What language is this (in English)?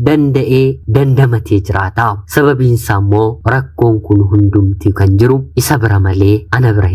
Oromo